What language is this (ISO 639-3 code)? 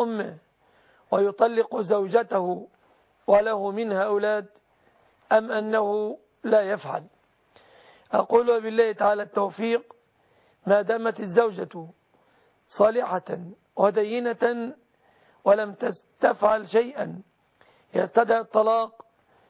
ara